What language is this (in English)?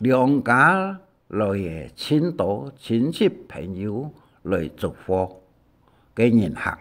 Hakka Chinese